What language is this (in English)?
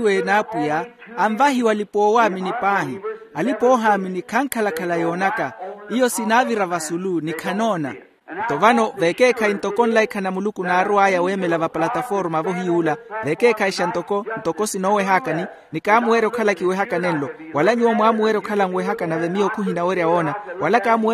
Makhuwa